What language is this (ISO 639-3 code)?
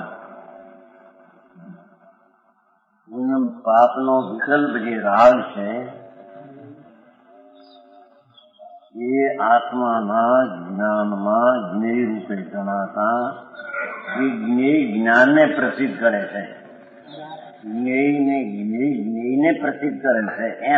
guj